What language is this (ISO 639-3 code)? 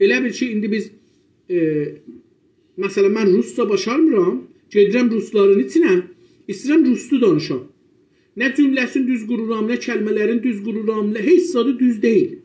azb